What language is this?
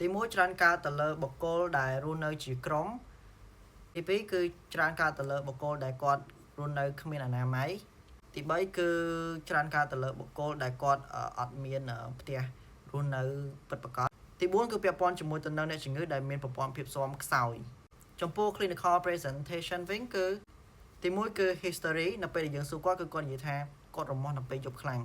Khmer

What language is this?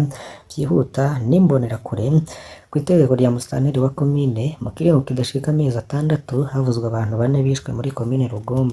Rundi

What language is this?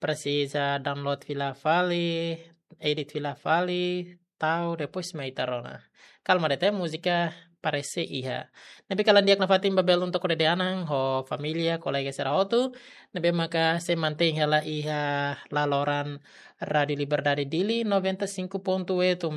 Tetum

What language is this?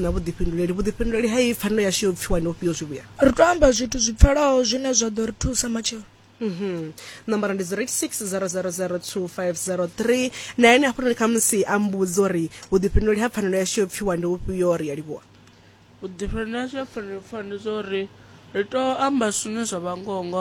Venda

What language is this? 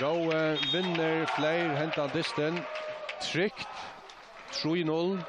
Faroese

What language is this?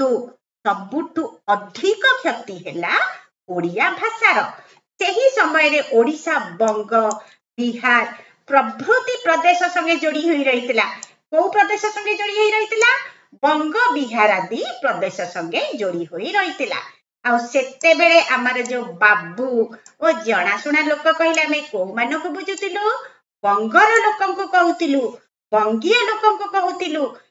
Odia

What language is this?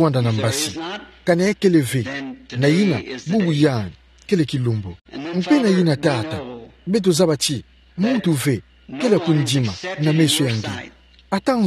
Kituba (Democratic Republic of Congo)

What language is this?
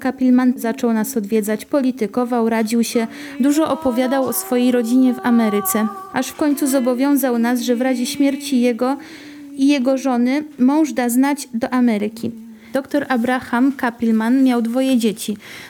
Polish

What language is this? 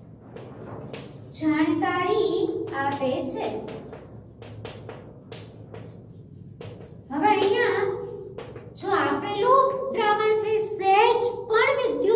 Gujarati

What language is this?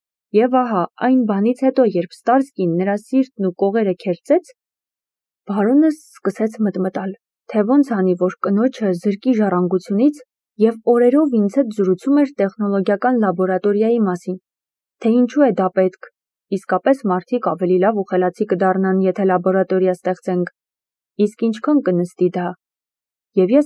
Armenian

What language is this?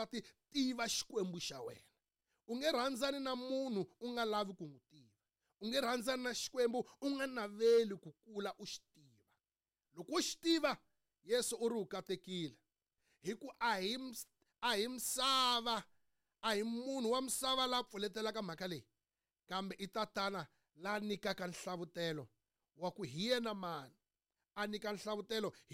Tsonga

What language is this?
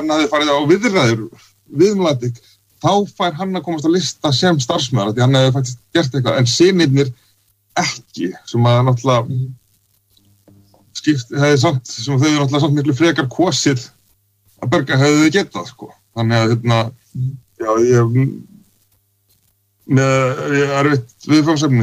Icelandic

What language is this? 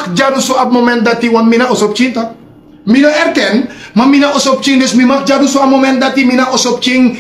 Sranan Tongo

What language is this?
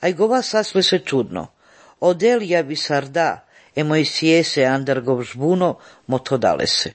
Serbian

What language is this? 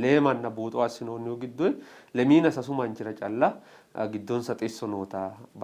Sidamo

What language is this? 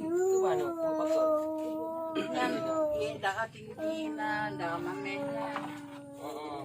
Achinese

